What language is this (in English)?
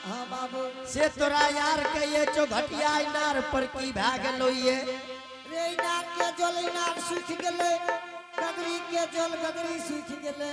Angika